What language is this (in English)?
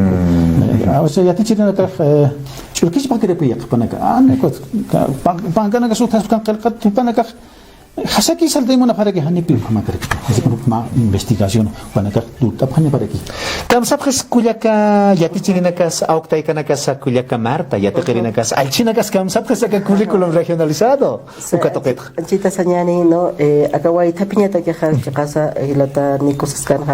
Aymara